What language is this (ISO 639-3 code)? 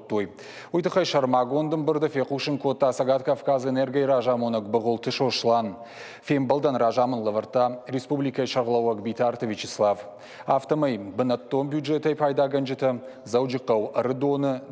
oss